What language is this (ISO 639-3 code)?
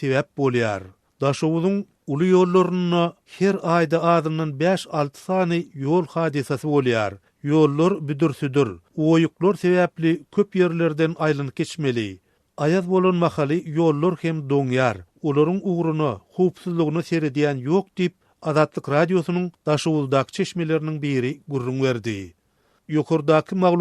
tuk